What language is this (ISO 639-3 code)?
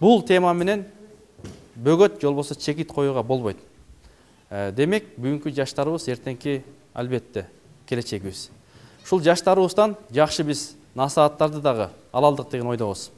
kir